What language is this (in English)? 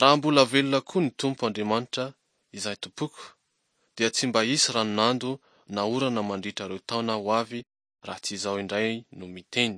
Malagasy